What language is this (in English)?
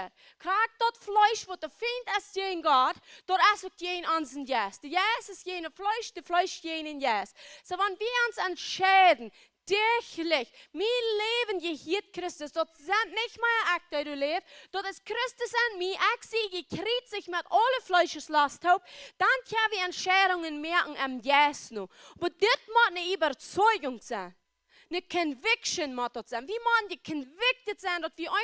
Plautdietsch